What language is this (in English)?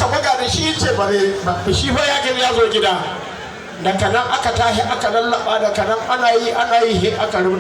Hausa